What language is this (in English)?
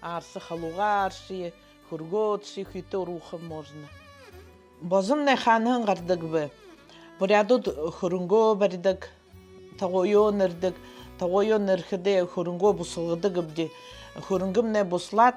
Buriat